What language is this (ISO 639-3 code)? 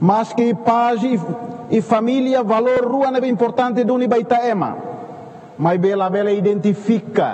tet